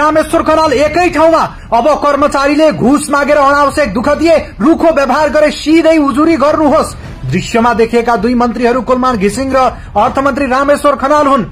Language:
Nepali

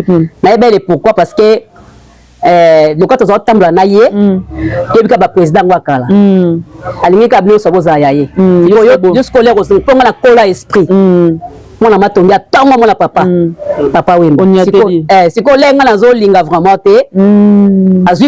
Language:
Lingala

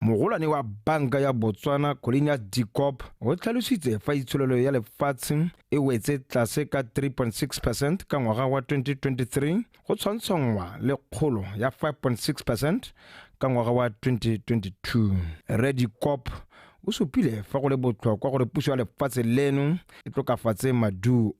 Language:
Tswana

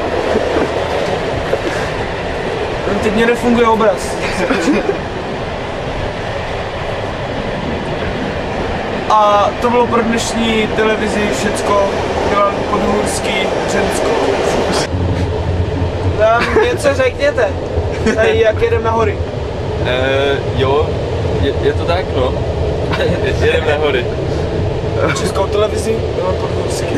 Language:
Czech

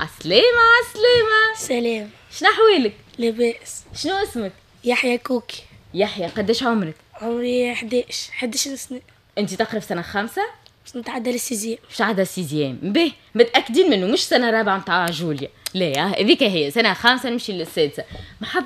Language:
Tunisian Arabic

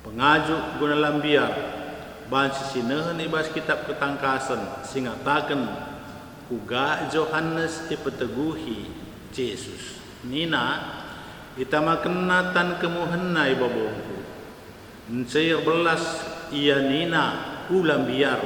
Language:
Batak Karo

